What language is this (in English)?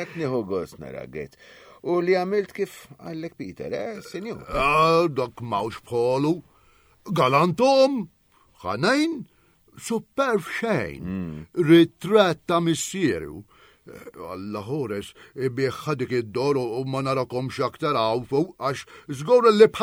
Maltese